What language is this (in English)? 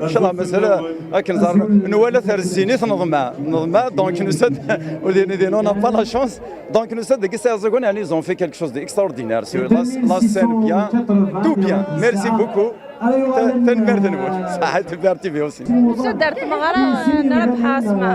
Kabyle